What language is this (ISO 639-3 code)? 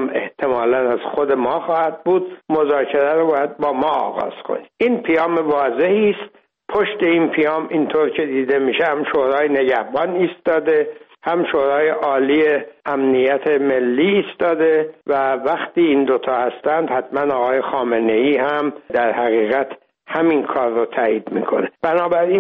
fas